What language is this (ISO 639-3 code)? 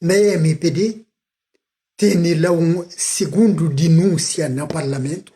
kea